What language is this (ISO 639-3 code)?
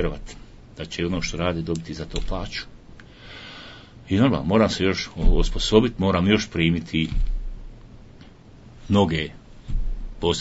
hrv